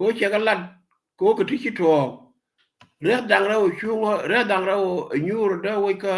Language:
Nuer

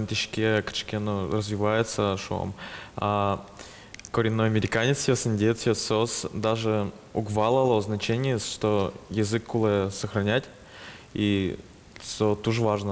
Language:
Udmurt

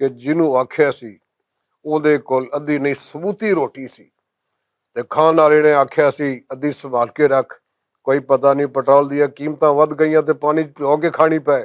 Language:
Western Panjabi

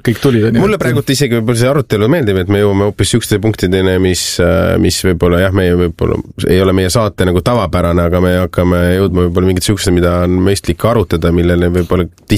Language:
Estonian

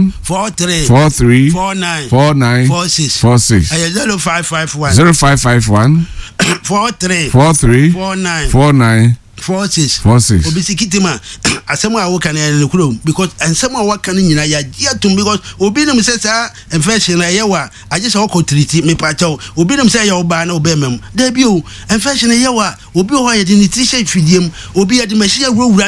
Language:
Akan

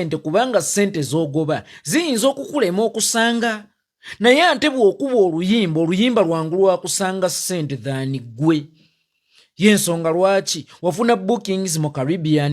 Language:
Ganda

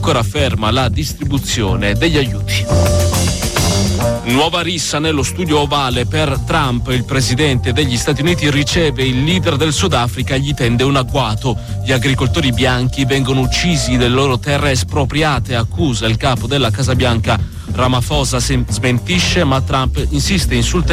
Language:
Italian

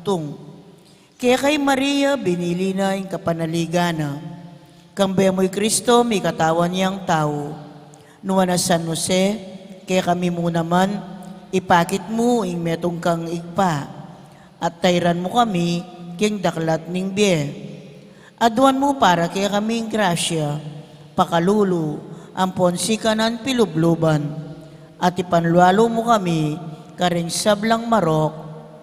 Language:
Pampanga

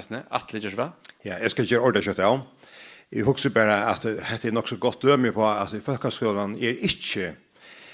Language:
Faroese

